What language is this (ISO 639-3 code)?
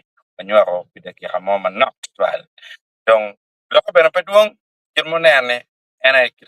ach